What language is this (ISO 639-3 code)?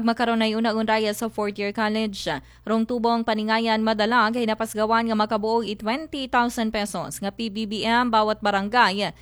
akl